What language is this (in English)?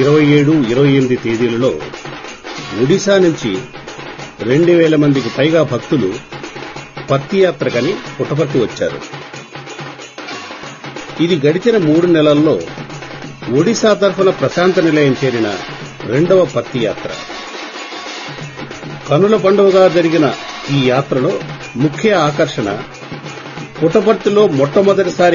Telugu